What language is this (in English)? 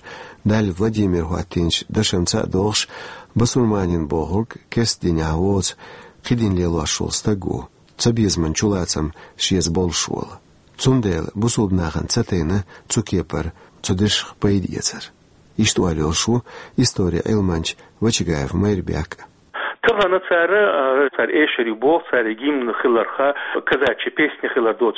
Chechen